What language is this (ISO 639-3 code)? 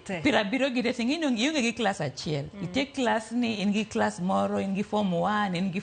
luo